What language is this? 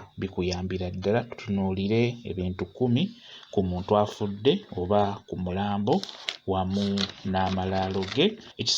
Ganda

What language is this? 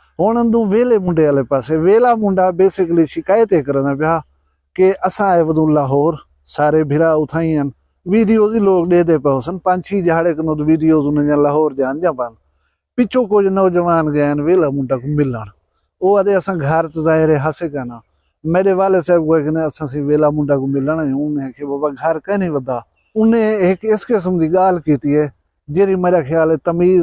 Saraiki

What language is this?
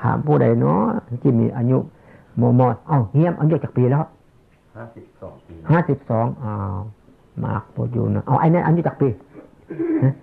Northeastern Thai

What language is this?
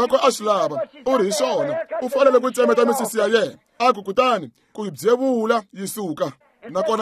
Tsonga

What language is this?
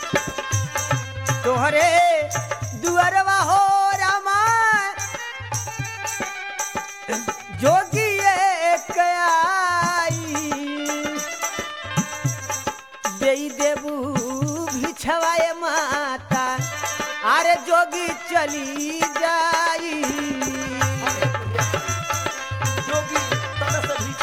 Bhojpuri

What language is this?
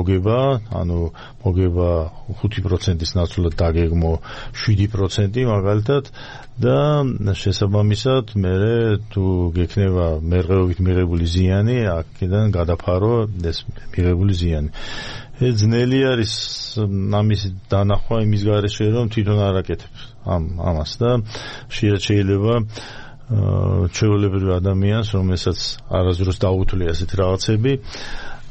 Georgian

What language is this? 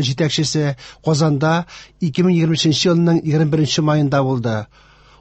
Tatar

